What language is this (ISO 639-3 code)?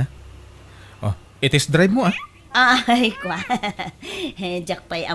ilo